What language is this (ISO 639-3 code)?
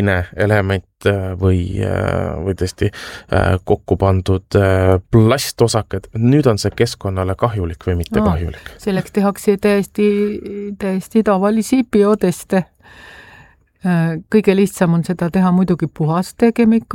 est